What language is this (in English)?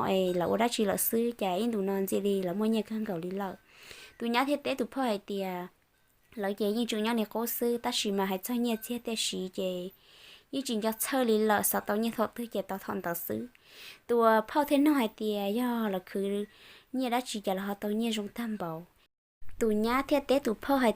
Hmong